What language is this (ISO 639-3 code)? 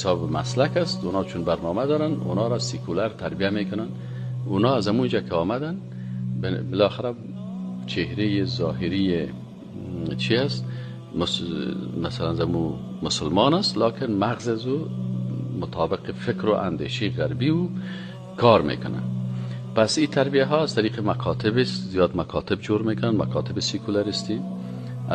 fas